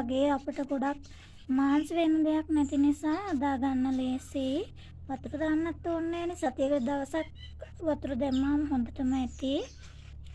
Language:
Sinhala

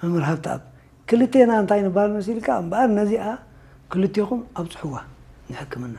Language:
Tigrinya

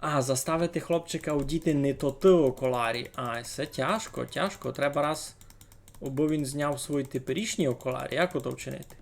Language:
Rusyn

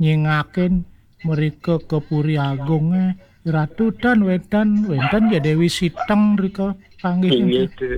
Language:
Balinese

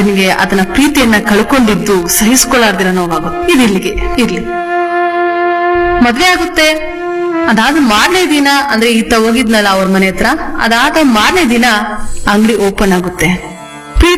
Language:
Kannada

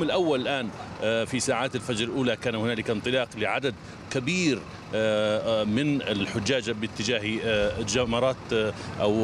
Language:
Arabic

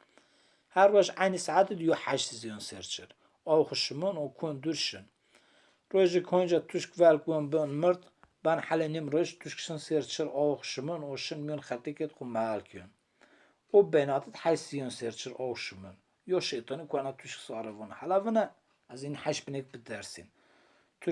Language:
Zaza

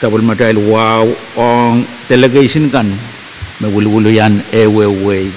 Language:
Pohnpeian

